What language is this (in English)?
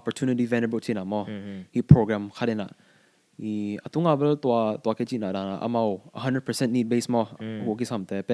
Tedim Chin